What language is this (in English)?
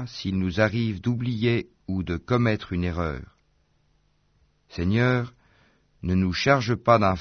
French